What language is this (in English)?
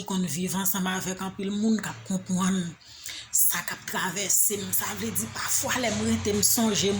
Haitian Creole